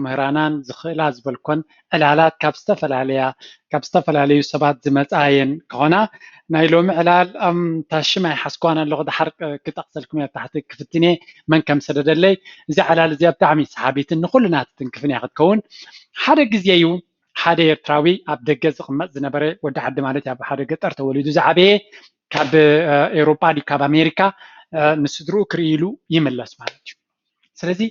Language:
Tigrinya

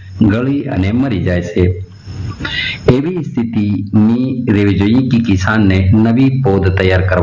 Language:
Gujarati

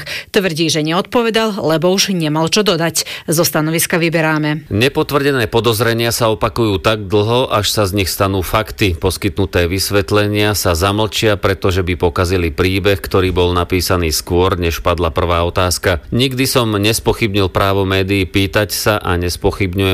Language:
Slovak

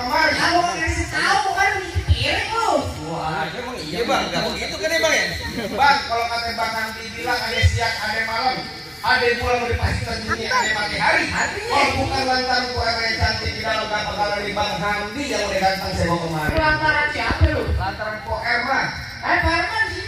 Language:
Betawi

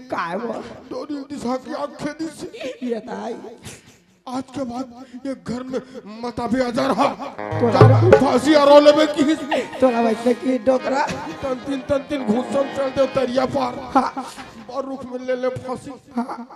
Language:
Chhattisgarhi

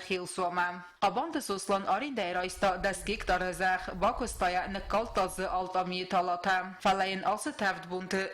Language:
Ossetic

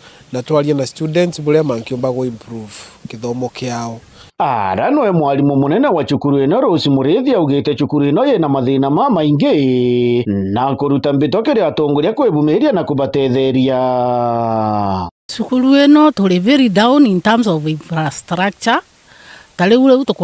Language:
Meru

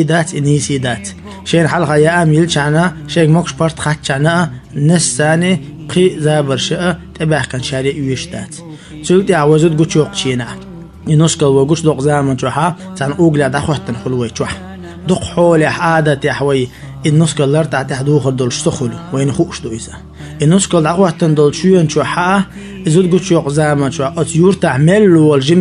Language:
Chechen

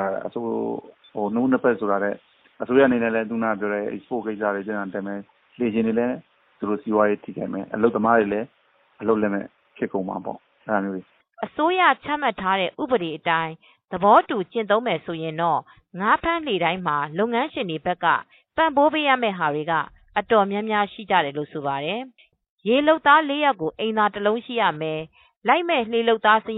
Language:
Burmese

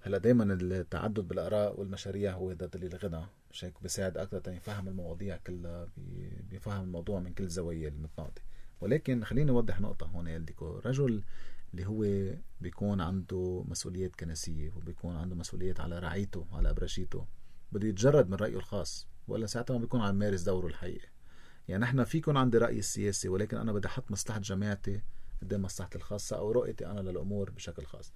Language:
North Levantine Arabic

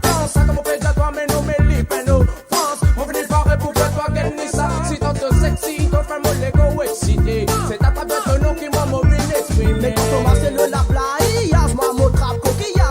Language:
Morisyen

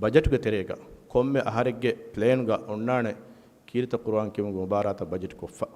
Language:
Divehi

